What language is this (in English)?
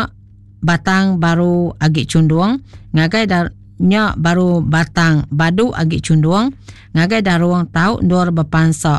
Iban